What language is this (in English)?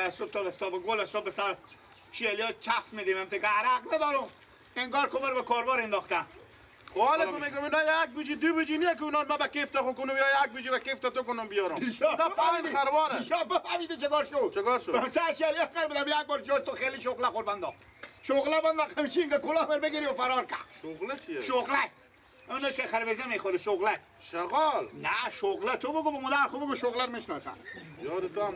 Persian